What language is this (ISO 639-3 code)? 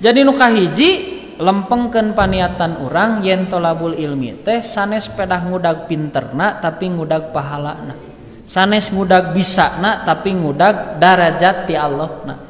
sun